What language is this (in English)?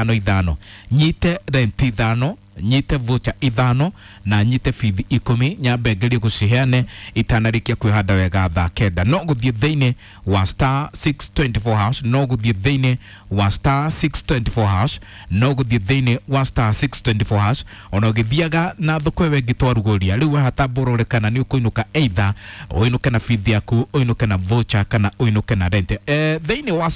Kikuyu